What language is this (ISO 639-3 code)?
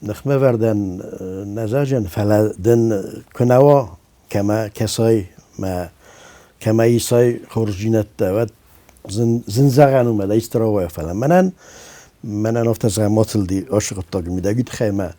oss